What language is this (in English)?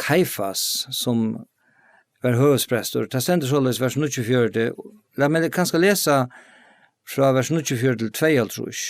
Faroese